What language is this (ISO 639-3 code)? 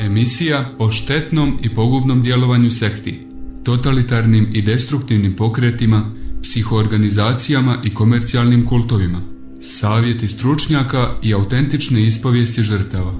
srp